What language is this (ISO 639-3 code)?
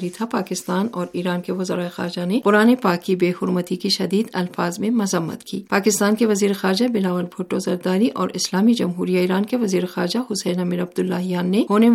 urd